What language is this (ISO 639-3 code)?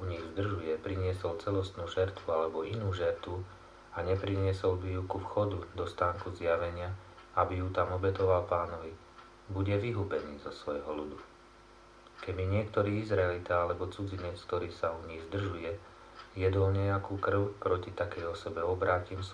slk